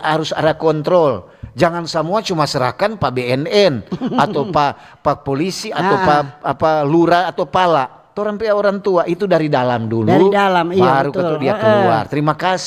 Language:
Manado Malay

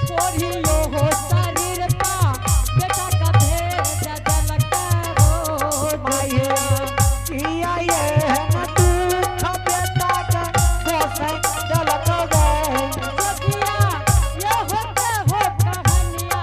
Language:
Angika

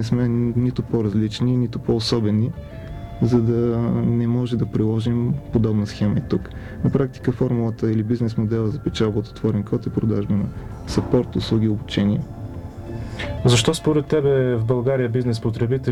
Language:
Bulgarian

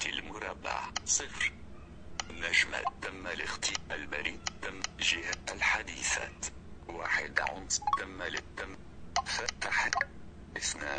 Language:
Najdi Arabic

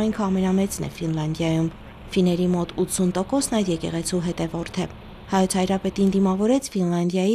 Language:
Armenian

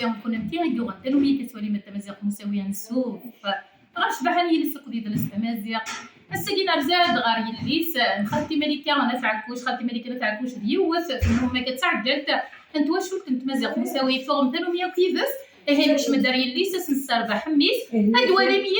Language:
Kabyle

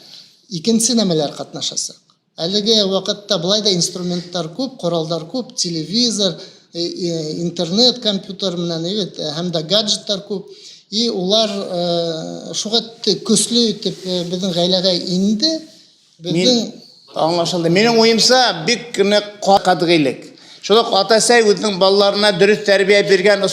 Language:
Bashkir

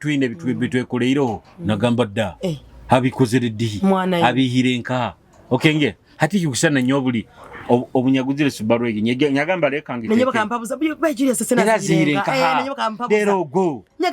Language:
Nyoro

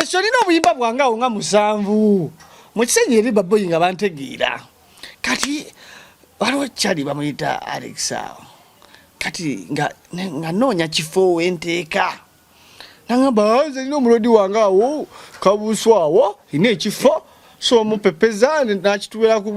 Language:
Ganda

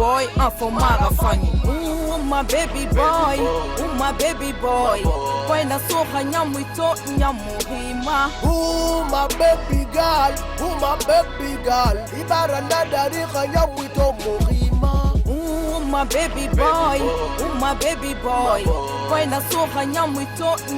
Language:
Pular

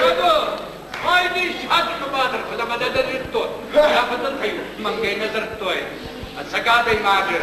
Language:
Ossetic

